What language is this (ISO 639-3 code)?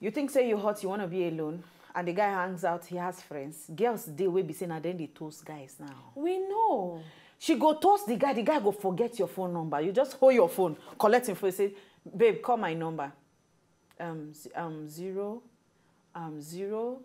pcm